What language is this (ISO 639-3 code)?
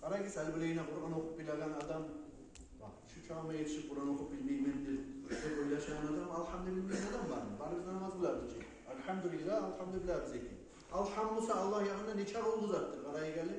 kum